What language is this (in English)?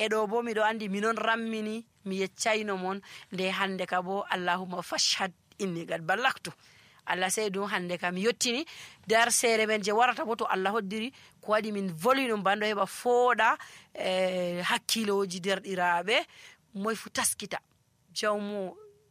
Nigerian Fulfulde